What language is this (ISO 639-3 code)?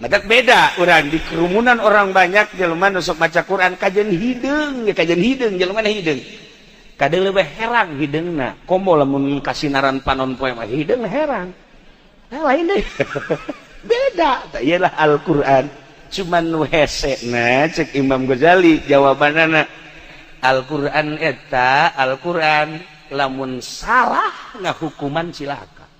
sun